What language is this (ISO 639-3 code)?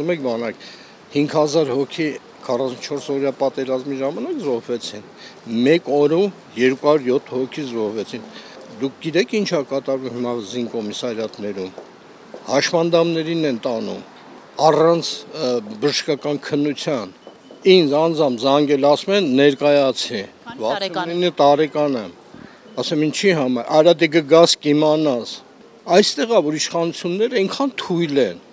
hye